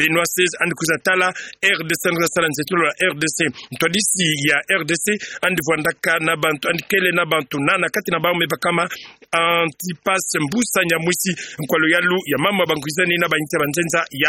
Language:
Kituba (Democratic Republic of Congo)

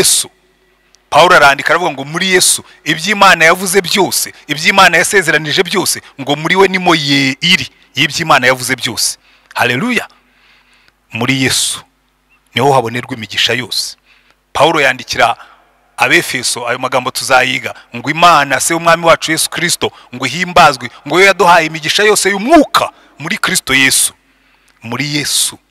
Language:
Kinyarwanda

